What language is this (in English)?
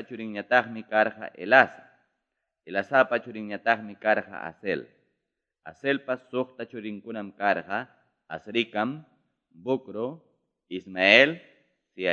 Ayacucho Quechua